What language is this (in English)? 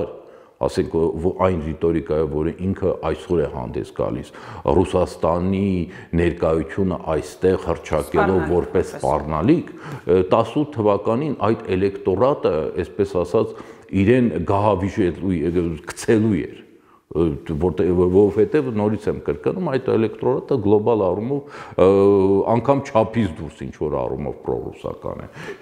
Armenian